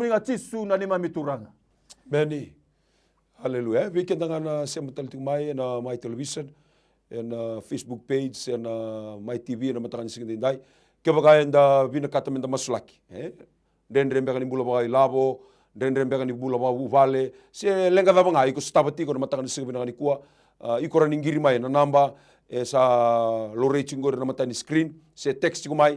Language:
Fijian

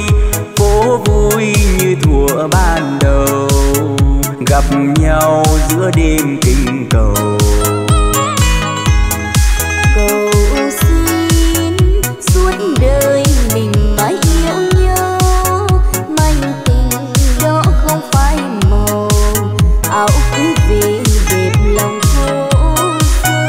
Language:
Vietnamese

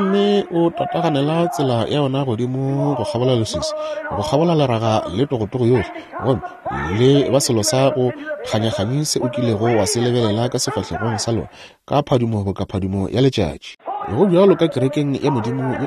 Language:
Northern Sotho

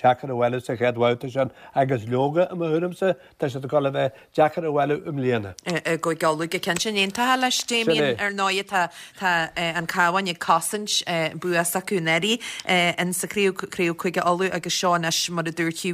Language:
Irish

